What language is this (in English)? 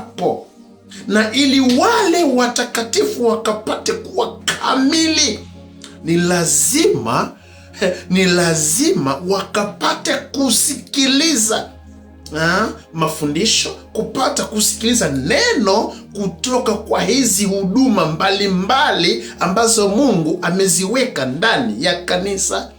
Swahili